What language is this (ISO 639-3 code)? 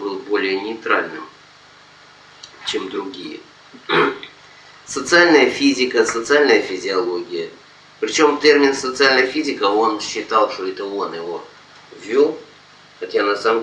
rus